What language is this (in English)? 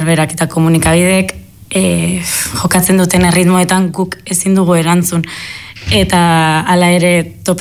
Basque